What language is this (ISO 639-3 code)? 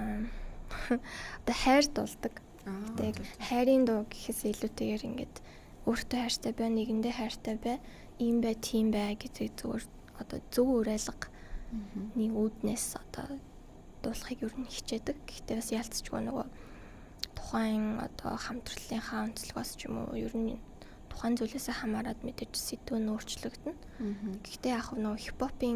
mon